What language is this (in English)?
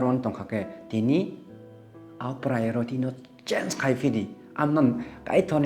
Kok Borok